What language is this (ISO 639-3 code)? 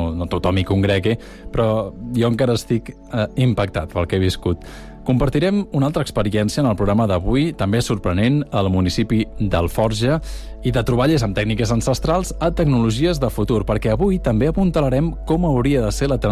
cat